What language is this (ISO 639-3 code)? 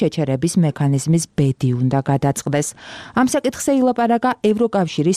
kat